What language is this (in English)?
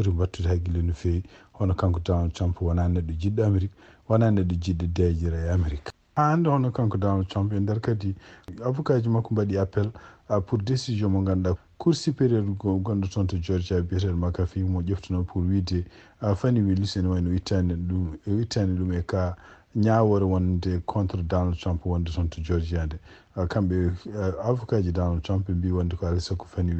Fula